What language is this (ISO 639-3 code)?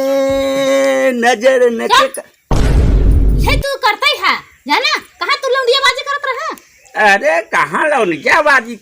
awa